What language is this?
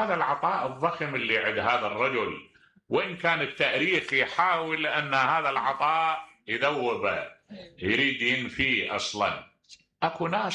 Mesopotamian Arabic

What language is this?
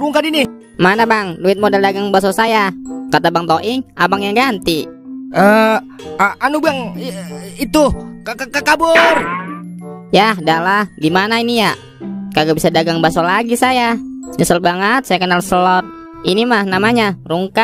Betawi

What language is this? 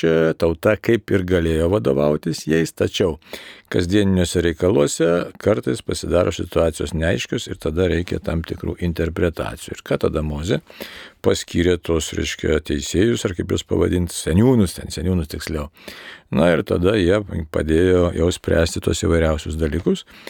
Lithuanian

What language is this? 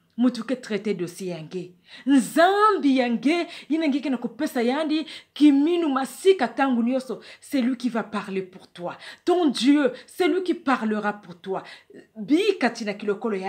Kituba (Democratic Republic of Congo)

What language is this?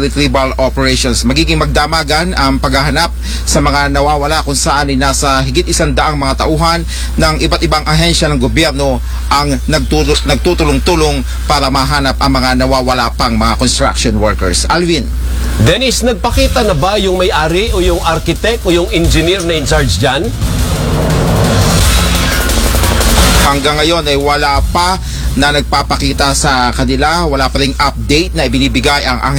Filipino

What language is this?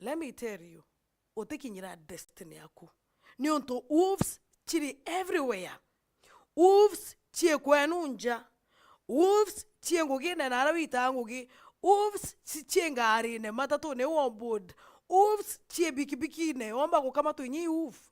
Meru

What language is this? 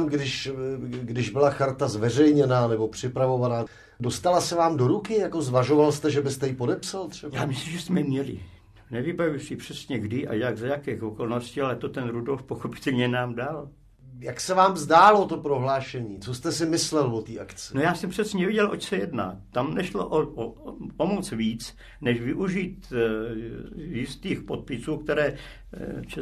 Czech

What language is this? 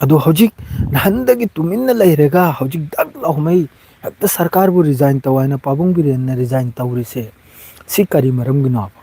Manipuri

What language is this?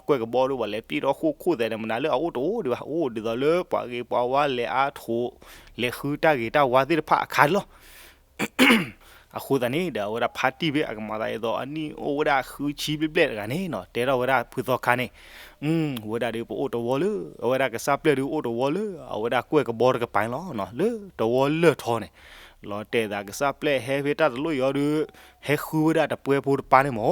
S'gaw Karen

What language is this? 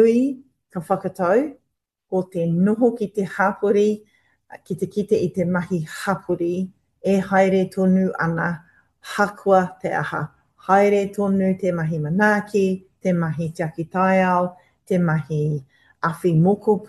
Māori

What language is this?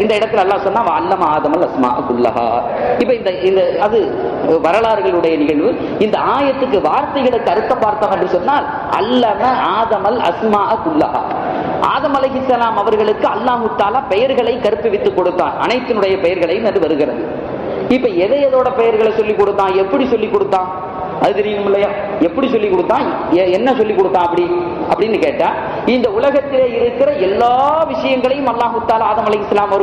Tamil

